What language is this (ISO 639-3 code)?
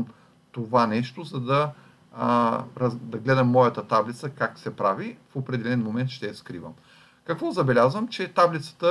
bul